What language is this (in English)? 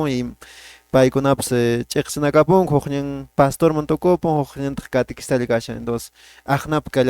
Quechua